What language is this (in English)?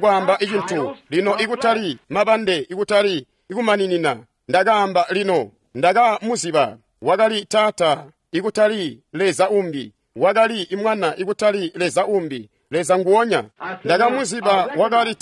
Tonga (Zambia)